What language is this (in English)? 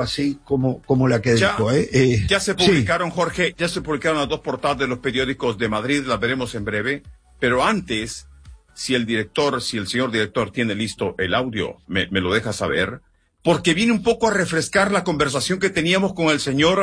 Spanish